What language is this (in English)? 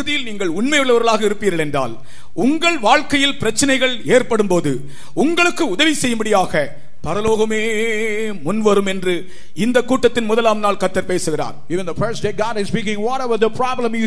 Tamil